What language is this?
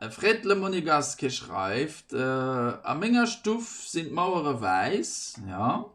Luxembourgish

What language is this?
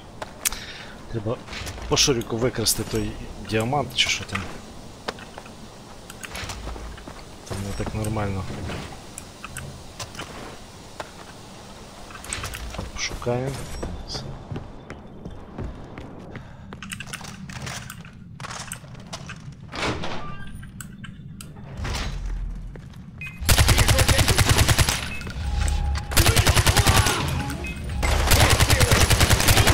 Ukrainian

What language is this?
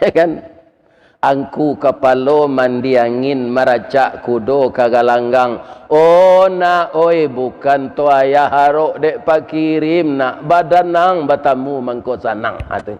Minangkabau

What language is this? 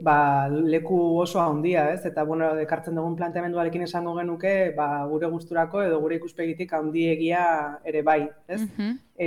Basque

